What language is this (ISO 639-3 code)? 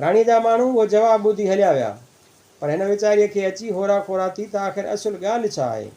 snd